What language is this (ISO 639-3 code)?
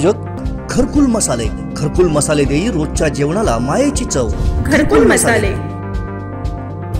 mar